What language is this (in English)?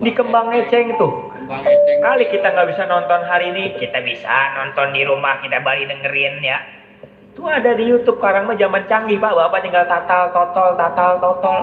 Betawi